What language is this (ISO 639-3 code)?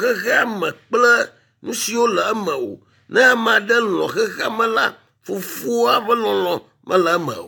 ewe